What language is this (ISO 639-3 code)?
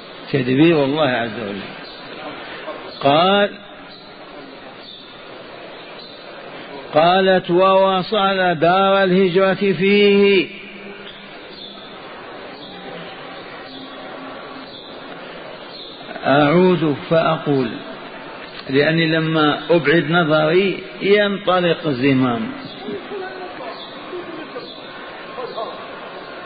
ara